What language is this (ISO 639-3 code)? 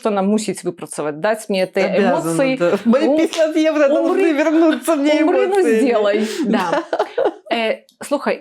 bel